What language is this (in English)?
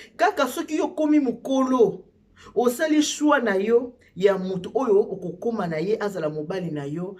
Lingala